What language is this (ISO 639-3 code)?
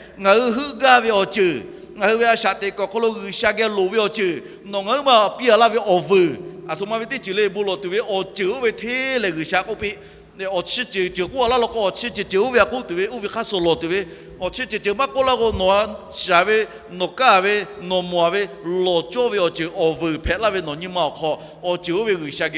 lhu